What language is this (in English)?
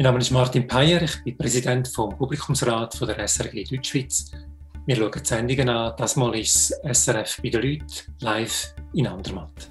Swiss German